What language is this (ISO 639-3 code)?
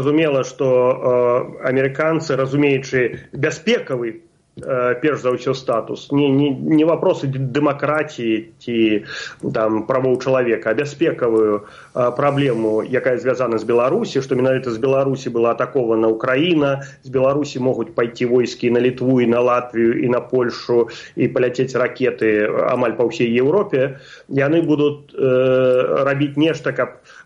bel